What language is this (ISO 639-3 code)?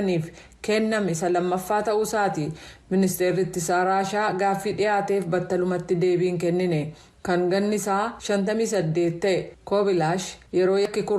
orm